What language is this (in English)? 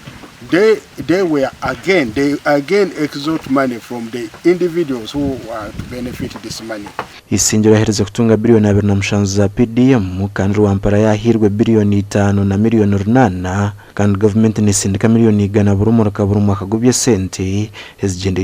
Nyankole